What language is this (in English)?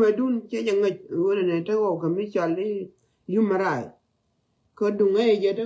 Nuer